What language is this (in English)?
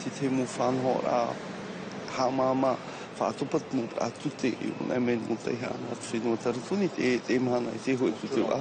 Tahitian